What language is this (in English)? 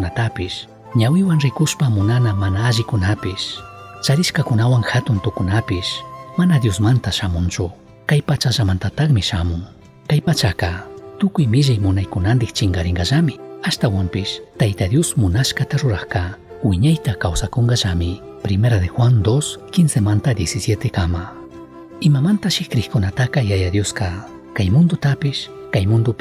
Chimborazo Highland Quichua